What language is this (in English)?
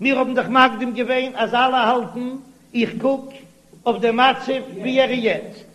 Yiddish